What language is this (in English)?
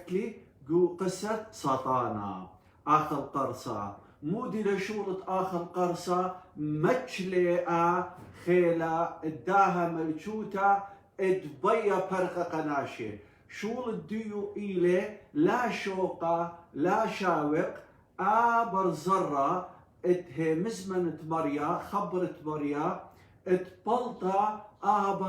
Assyrian Neo-Aramaic